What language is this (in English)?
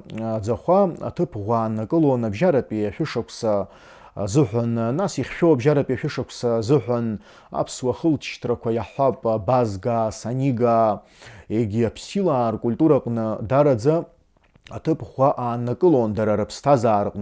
Abkhazian